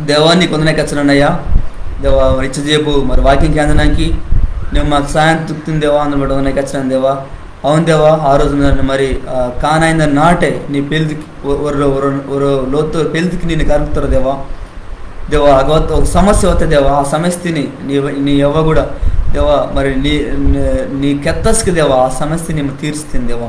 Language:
Koya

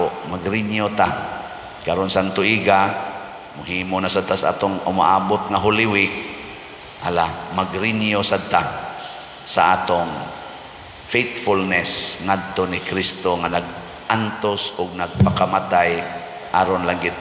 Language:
Cebuano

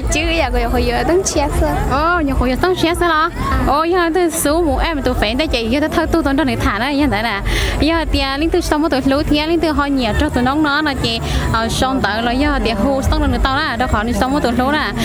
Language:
Hmong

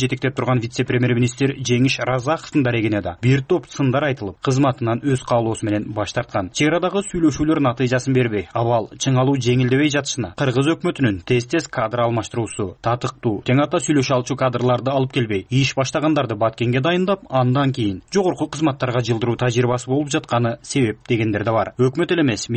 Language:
Kyrgyz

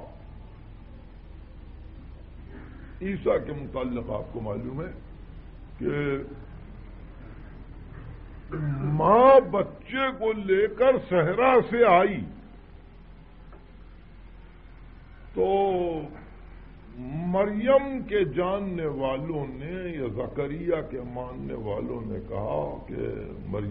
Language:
Urdu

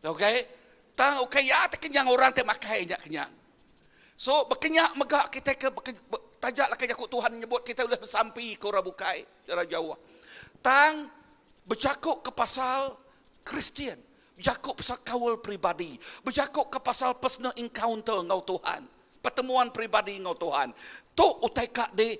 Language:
Iban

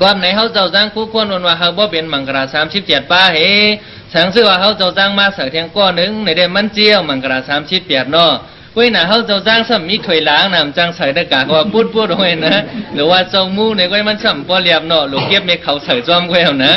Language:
Shan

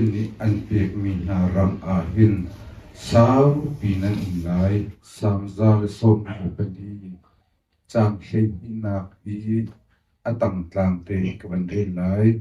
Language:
Hakha Chin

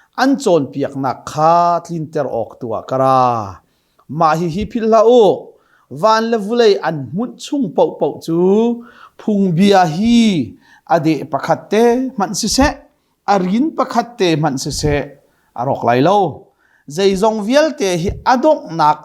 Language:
Hakha Chin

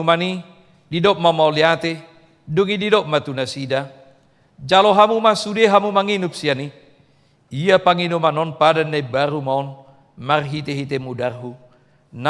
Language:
Batak Toba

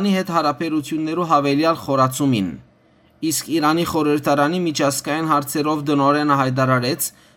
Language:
Western Armenian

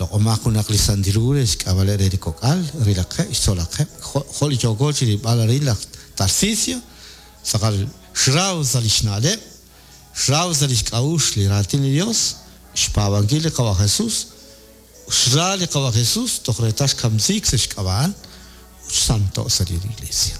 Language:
Kekchí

